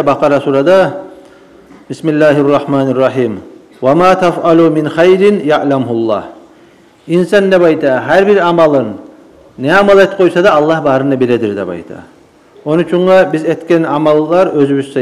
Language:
Kumyk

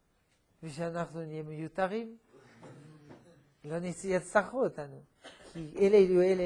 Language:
Hebrew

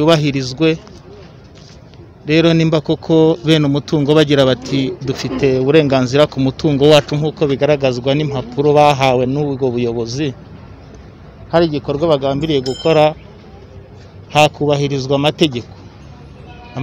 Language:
Kinyarwanda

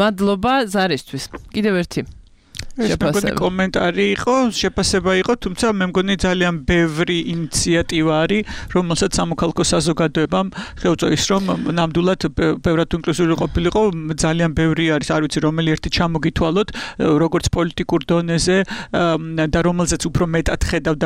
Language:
Georgian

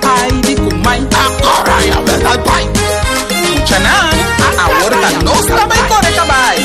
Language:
Papiamento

